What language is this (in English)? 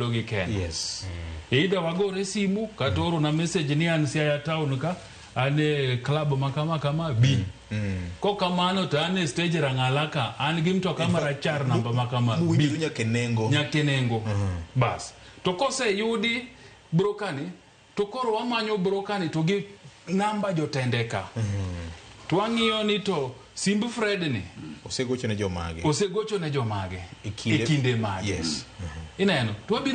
Luo (Kenya and Tanzania)